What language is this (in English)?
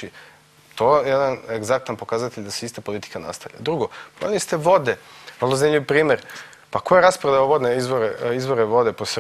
Serbian